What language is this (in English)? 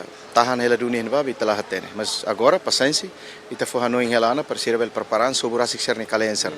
Tetum